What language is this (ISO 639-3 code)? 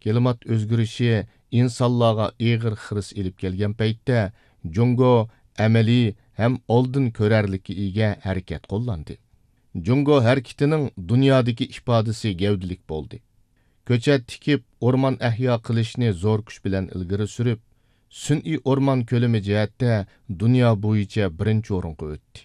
uig